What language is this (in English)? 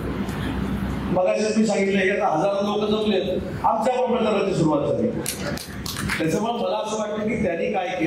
Marathi